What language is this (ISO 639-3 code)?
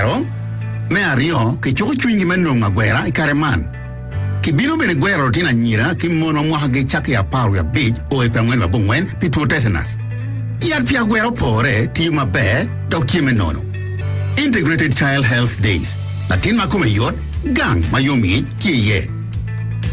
ach